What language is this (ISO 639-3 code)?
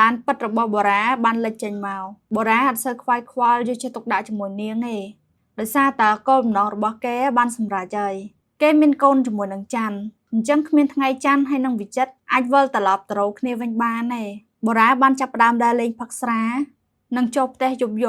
khm